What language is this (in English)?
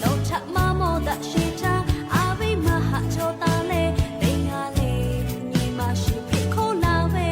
Lahu